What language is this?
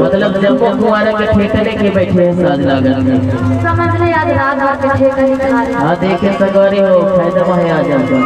Chhattisgarhi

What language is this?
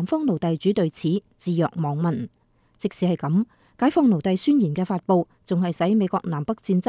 Cantonese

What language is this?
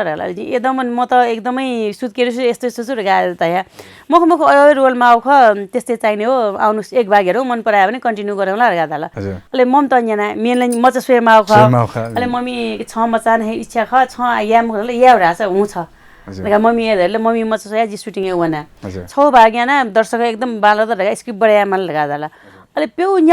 Newari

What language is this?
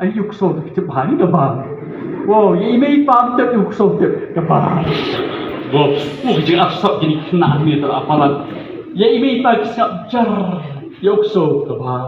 Khasi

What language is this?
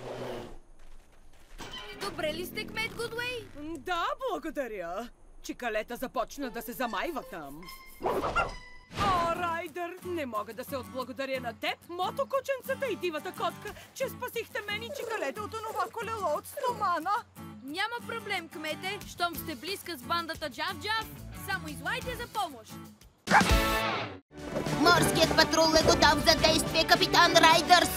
Bulgarian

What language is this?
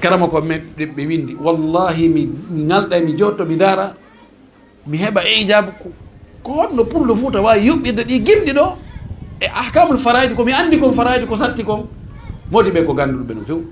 Fula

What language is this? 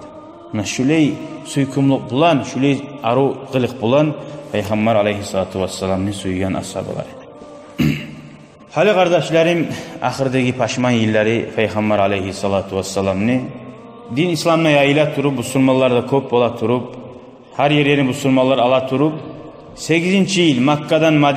Kumyk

